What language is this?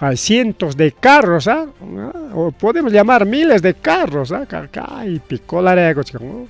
Ayacucho Quechua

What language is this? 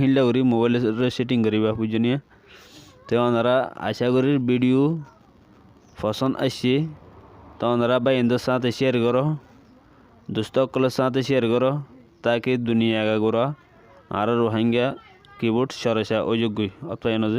Rohingya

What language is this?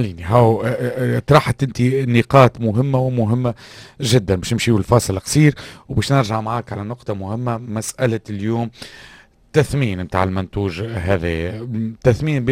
Tunisian Arabic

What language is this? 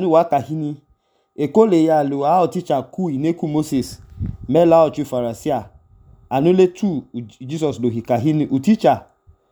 Idoma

